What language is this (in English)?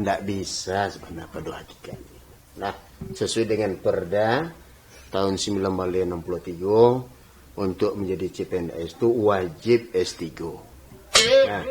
Minangkabau